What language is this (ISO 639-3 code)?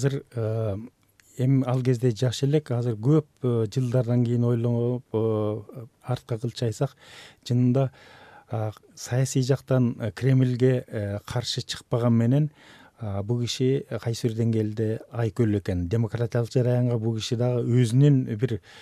kir